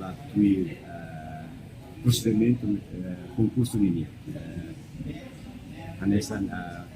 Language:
Tetum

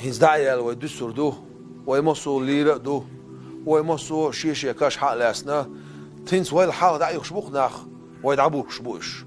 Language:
Chechen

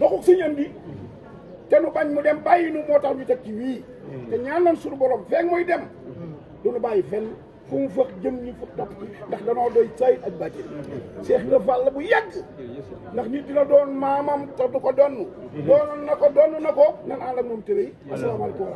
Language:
Wolof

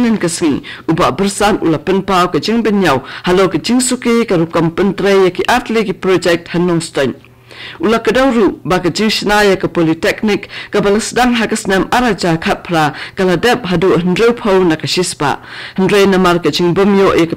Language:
Khasi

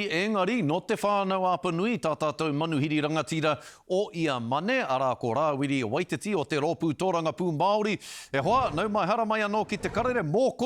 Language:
Māori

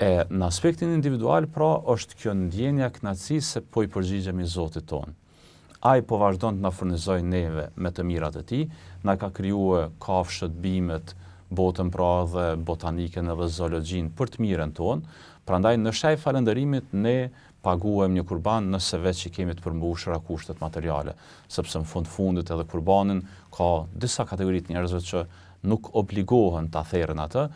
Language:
Albanian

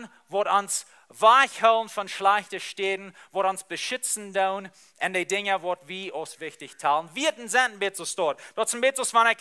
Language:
Plautdietsch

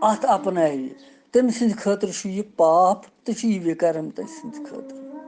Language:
Kashmiri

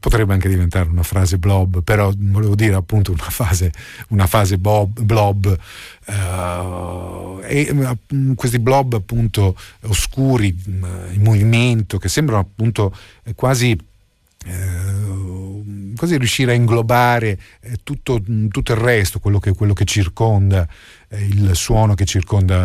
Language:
Italian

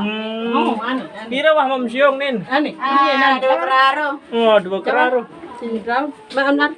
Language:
Sasak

